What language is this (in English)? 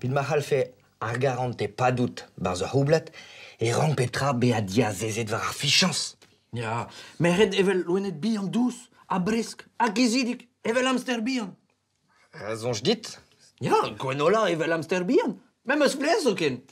Breton